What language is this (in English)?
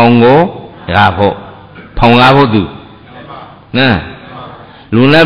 Burmese